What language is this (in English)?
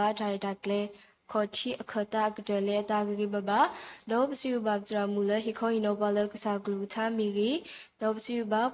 S'gaw Karen